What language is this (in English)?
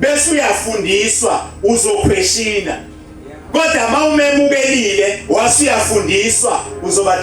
Zulu